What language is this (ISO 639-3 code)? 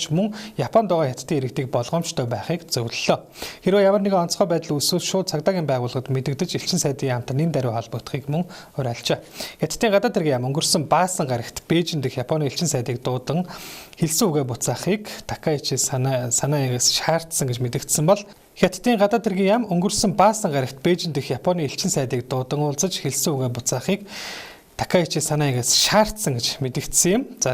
mon